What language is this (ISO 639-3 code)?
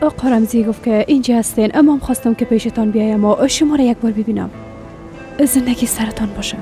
fas